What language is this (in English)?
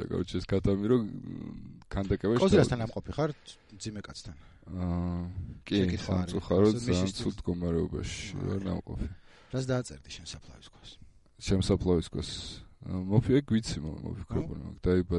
Georgian